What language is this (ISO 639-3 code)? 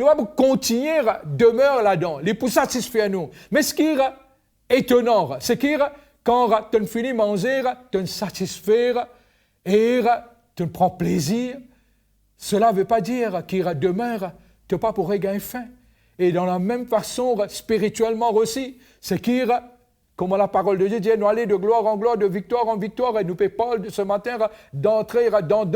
mfe